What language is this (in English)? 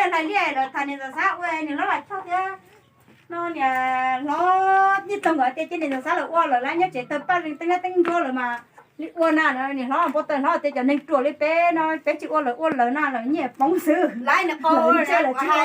Hmong